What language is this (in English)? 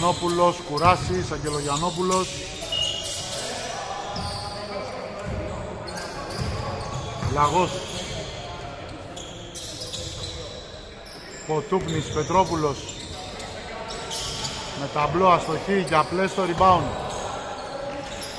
Greek